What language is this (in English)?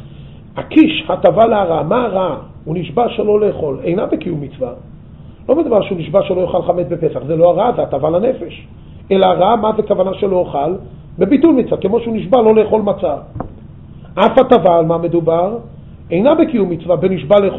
Hebrew